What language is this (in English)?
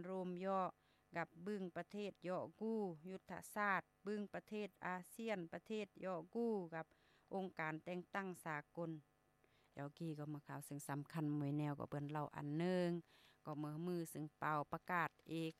Lao